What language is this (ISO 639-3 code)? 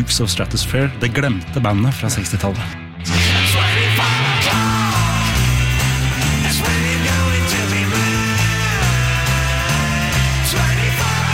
nor